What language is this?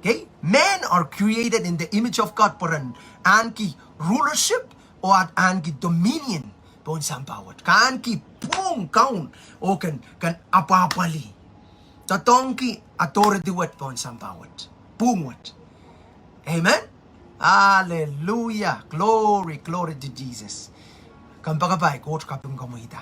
Pohnpeian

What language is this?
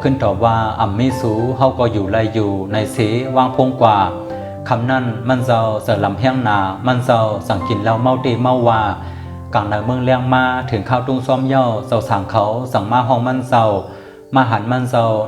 Shan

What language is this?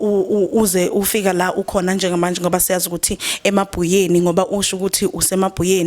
Zulu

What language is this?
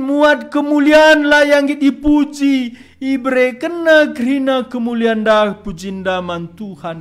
Batak Karo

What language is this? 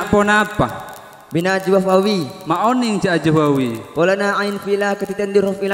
Madurese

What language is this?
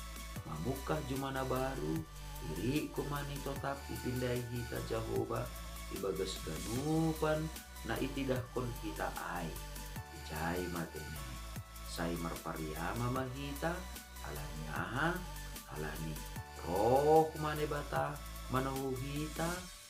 Batak Simalungun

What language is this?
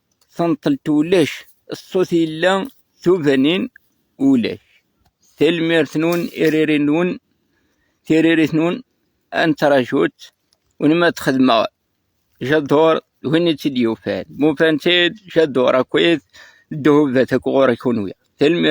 Kabyle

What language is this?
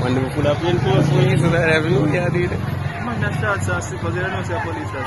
Jamaican Creole English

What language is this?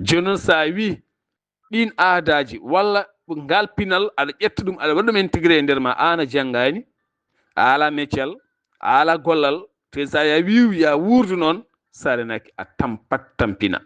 Fula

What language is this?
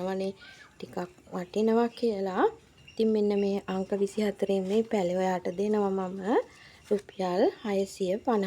Sinhala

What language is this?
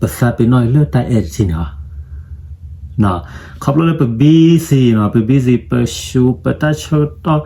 S'gaw Karen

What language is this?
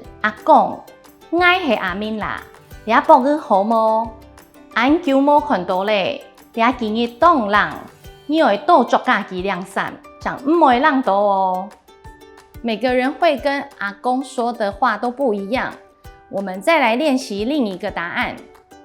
Hakka Chinese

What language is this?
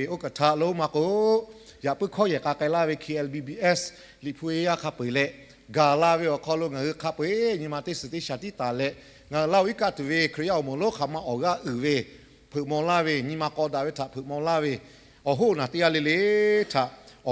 Lahu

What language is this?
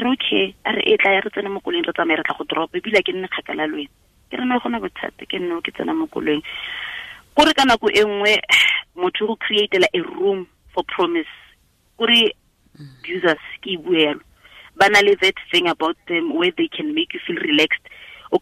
Tswana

